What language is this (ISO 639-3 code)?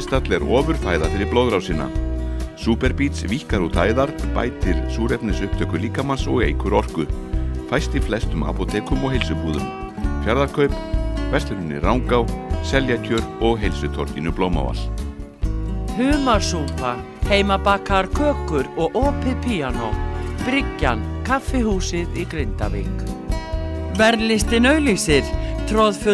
isl